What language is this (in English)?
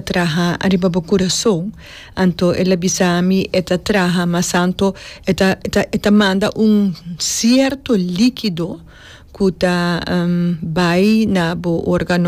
Papiamento